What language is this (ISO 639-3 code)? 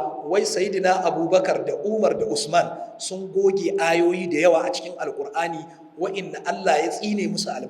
hau